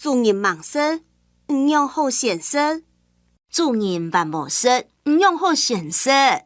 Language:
Hakka Chinese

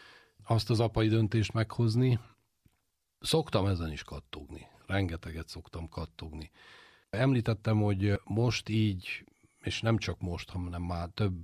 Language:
Hungarian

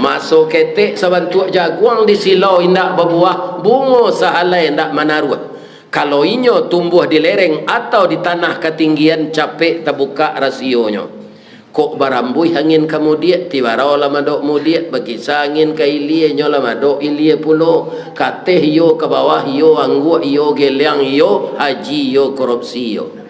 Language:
Minangkabau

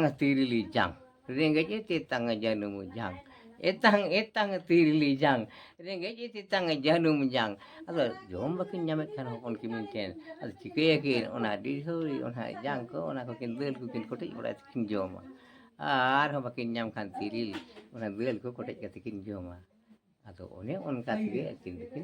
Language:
Santali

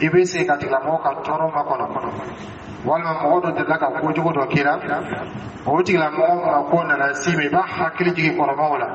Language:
Dyula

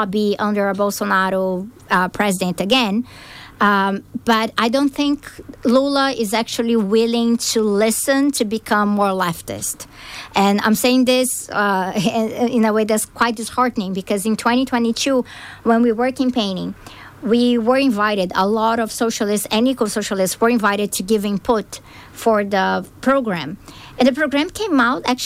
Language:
English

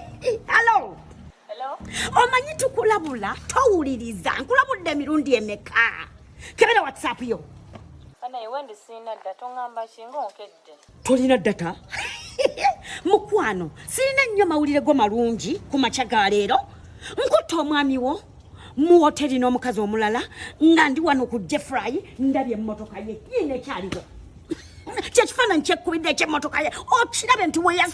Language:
Ganda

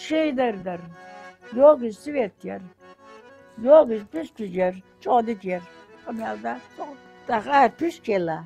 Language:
Ingush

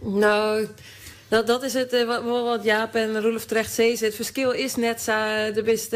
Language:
Western Frisian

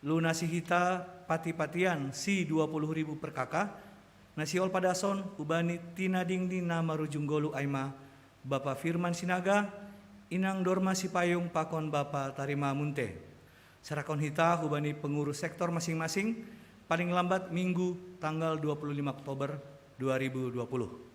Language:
Batak Simalungun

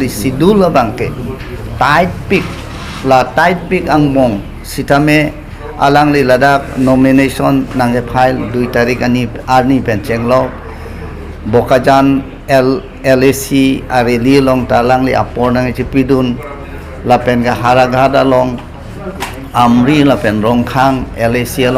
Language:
Karbi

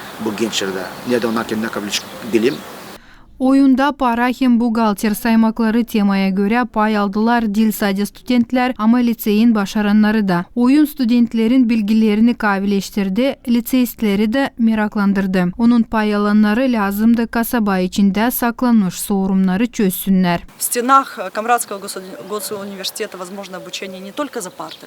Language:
Gagauz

